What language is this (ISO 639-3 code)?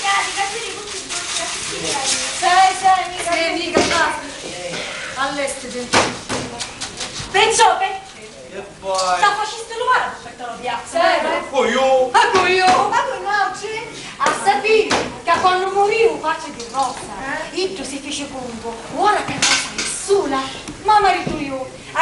scn